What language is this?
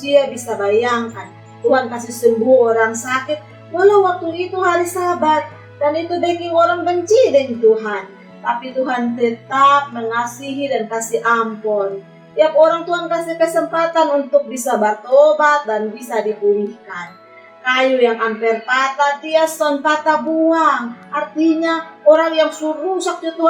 Kupang Malay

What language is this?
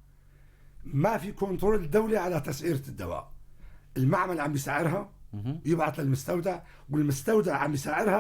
North Levantine Arabic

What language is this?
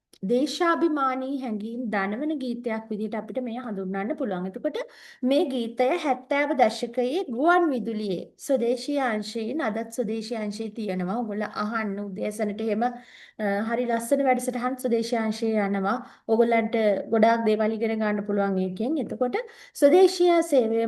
Sinhala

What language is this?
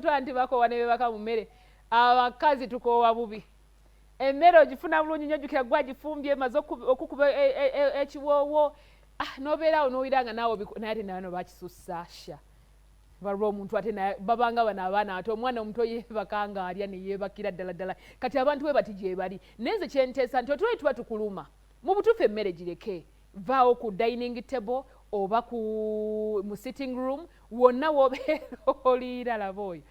Ganda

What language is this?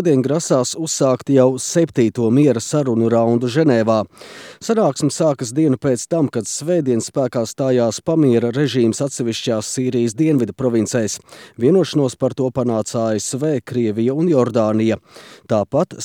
Latvian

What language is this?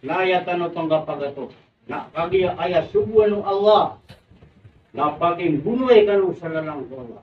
Maranao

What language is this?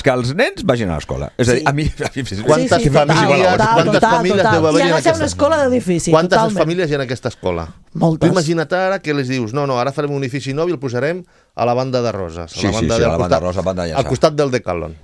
Catalan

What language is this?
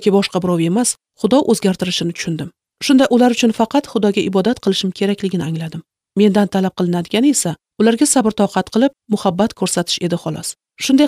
Uzbek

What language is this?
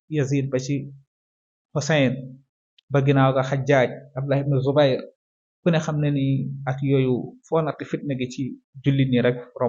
Wolof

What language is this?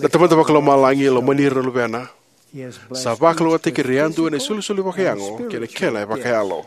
Fijian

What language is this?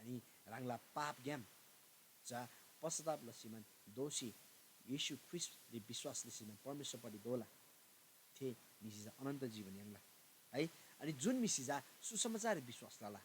Eastern Tamang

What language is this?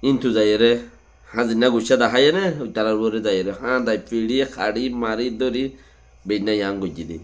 Rohingya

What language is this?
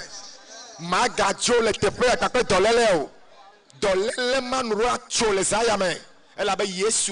Ewe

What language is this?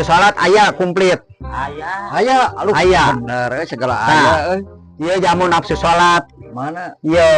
Sundanese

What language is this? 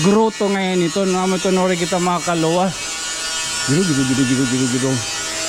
Waray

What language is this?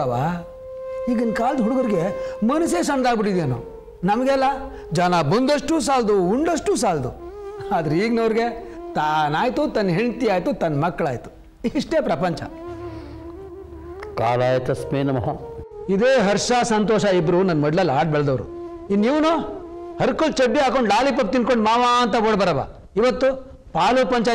Kannada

